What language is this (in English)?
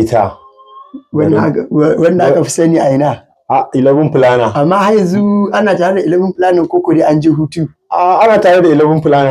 Hausa